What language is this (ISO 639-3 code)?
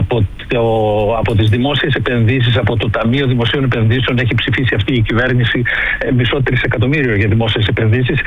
ell